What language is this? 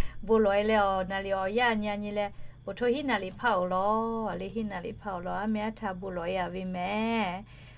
Lahu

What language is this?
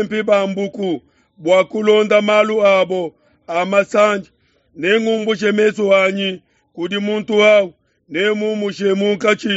Luba-Lulua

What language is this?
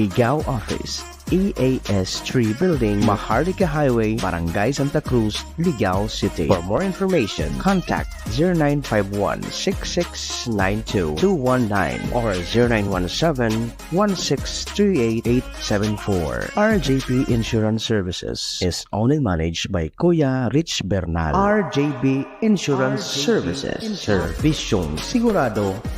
Bikol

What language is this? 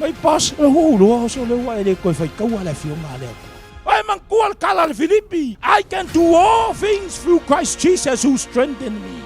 Samoan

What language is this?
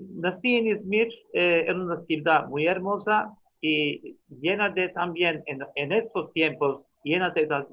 Ladino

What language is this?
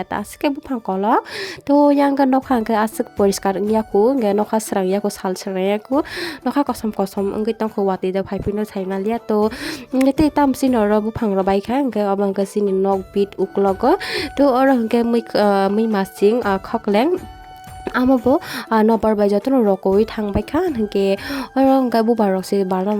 Kok Borok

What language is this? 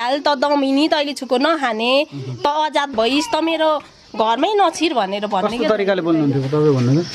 Nepali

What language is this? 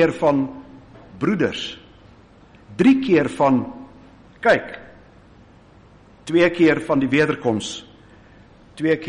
Afrikaans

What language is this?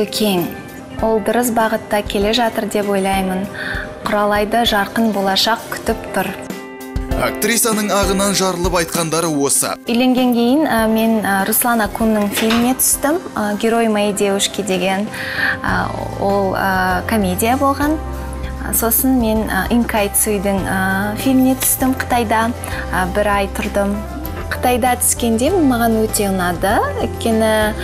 Kazakh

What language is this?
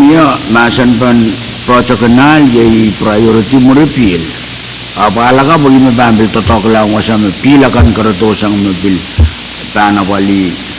Pohnpeian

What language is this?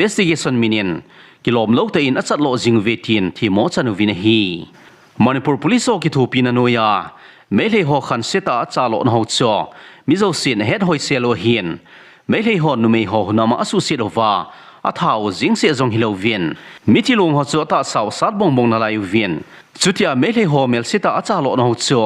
Thado Chin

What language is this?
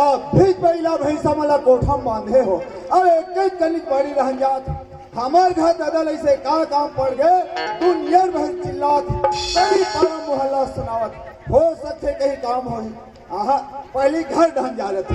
Chhattisgarhi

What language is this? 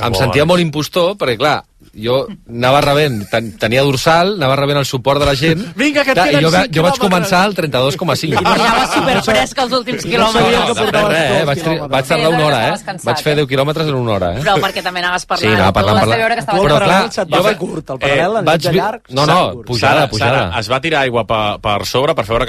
Catalan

